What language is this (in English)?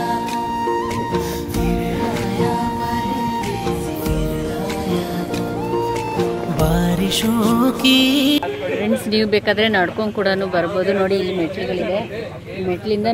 Kannada